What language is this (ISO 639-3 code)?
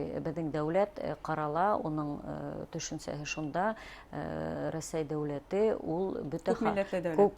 bak